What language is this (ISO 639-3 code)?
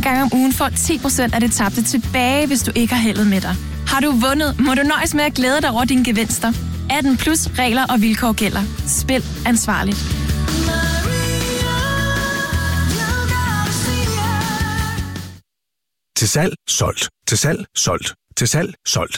dan